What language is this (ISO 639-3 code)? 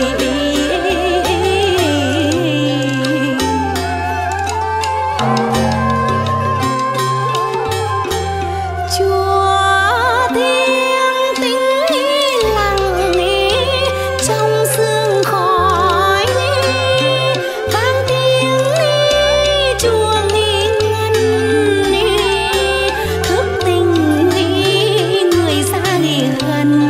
vie